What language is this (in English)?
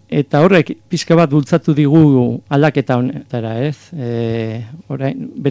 Basque